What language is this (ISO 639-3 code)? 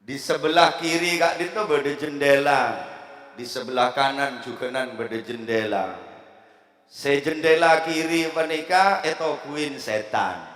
mad